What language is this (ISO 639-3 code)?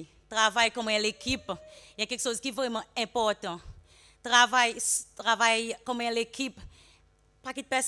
crs